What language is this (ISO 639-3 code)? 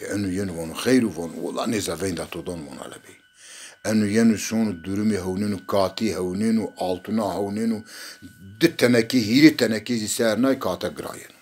zza